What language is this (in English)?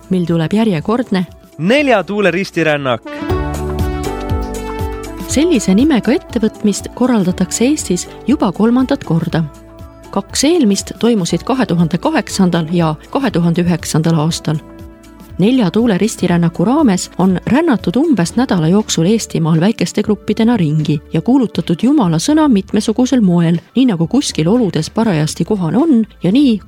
Estonian